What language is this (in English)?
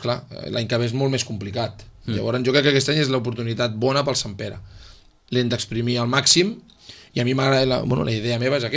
Catalan